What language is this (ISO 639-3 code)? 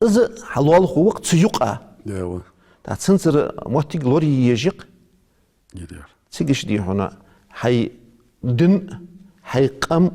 inh